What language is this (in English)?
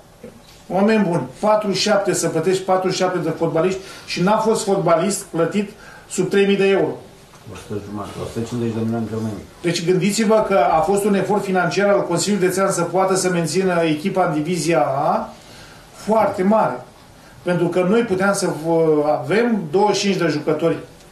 Romanian